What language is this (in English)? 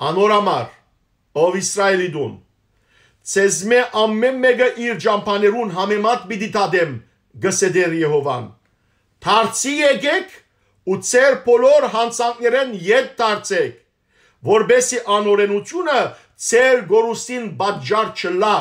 Western Armenian